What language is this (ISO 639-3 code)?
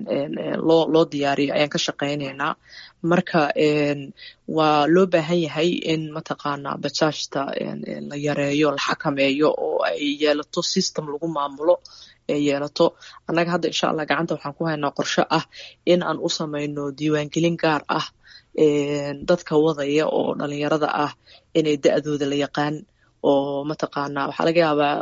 som